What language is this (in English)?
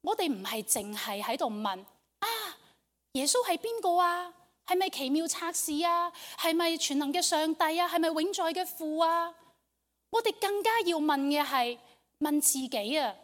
Cantonese